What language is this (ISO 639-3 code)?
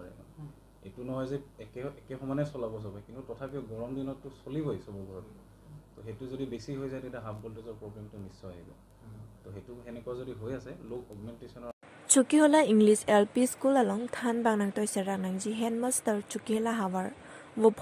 mjw